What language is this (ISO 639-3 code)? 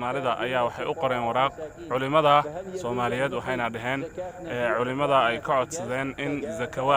som